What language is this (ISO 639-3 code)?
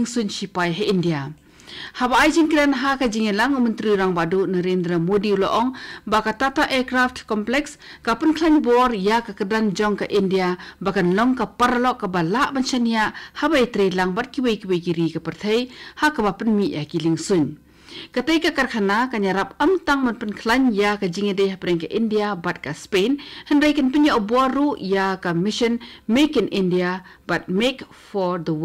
kha